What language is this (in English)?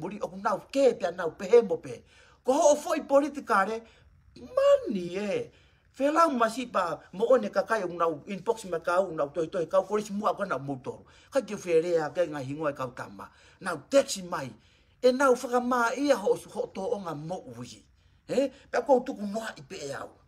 Tongan